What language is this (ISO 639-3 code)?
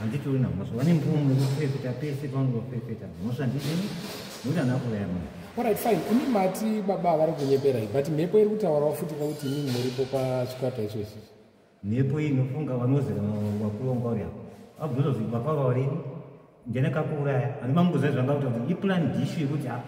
sna